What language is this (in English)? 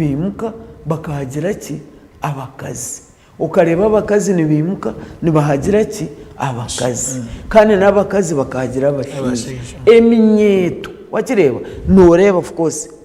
Nyankole